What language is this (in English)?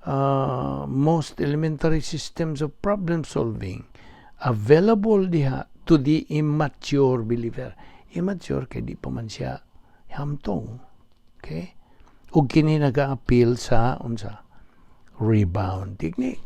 Cebuano